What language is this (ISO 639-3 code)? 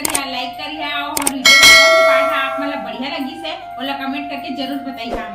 hne